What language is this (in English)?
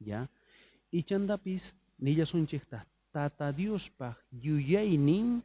South Bolivian Quechua